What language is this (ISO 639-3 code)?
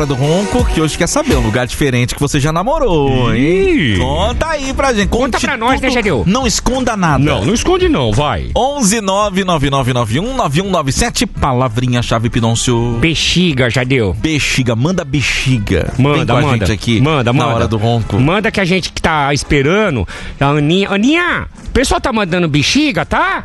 por